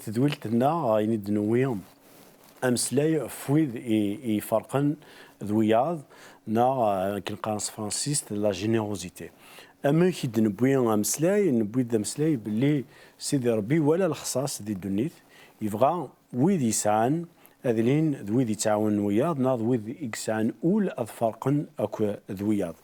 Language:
Kabyle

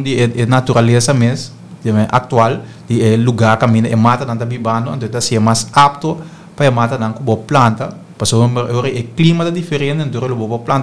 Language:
Papiamento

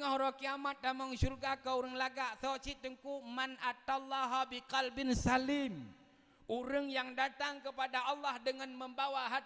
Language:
Achinese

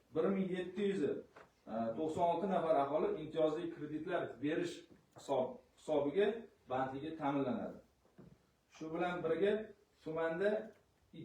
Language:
Uzbek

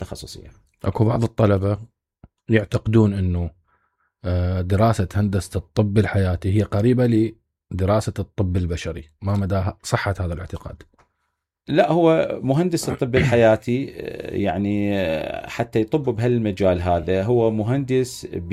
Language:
Mesopotamian Arabic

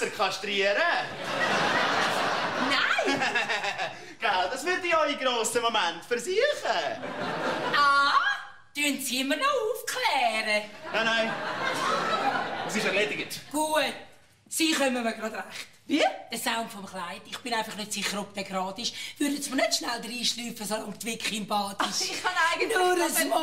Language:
German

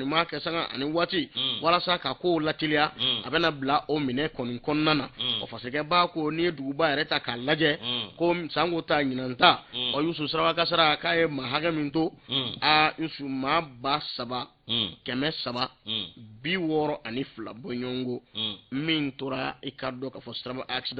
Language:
Bambara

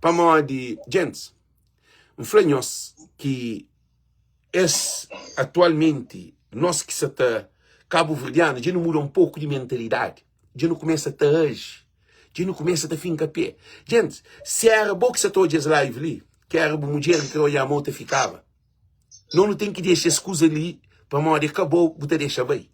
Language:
Kabuverdianu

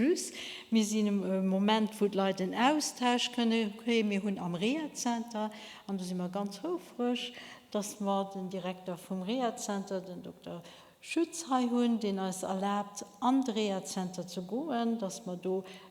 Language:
Luxembourgish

